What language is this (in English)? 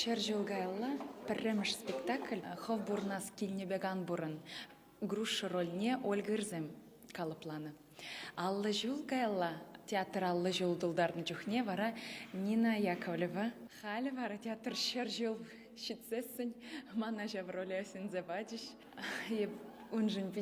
Chuvash